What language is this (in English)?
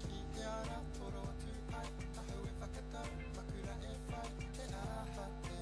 Māori